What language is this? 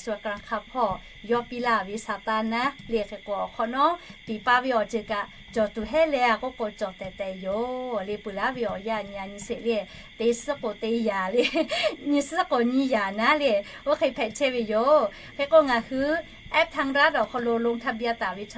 Lahu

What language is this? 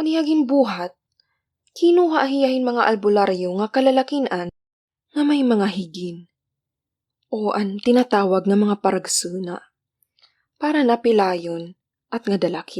Waray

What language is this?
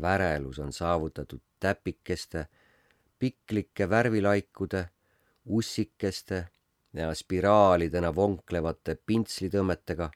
Estonian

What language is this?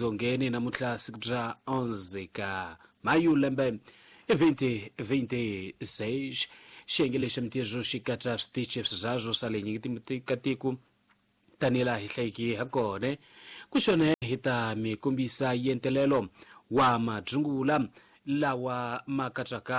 Tsonga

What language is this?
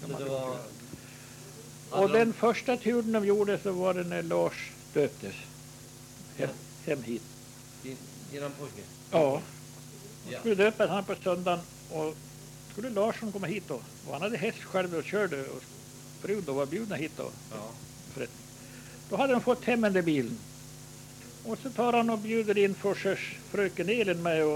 Swedish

